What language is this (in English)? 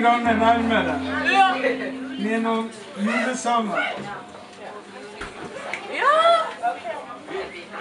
Norwegian